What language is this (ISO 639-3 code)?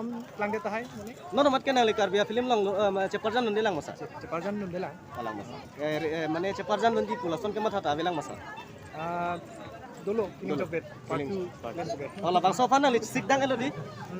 mjw